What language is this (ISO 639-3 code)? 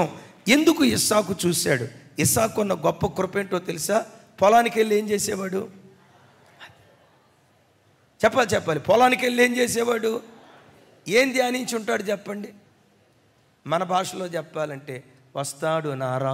tel